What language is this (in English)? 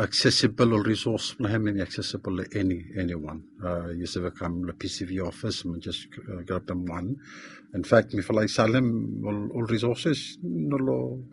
Bislama